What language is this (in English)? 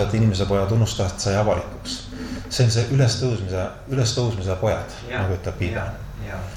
Estonian